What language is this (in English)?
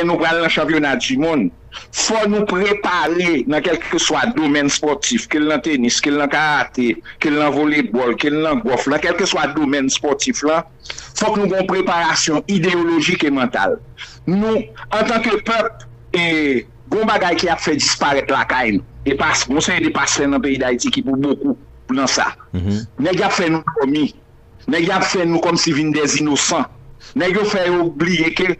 Haitian Creole